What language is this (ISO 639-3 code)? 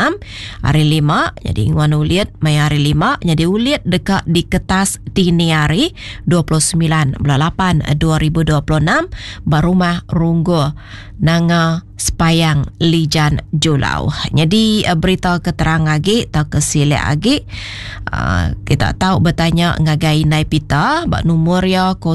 iba